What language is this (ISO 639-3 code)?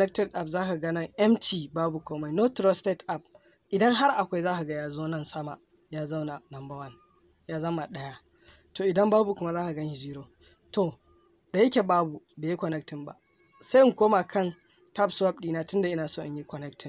hau